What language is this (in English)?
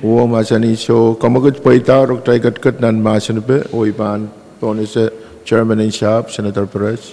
Pohnpeian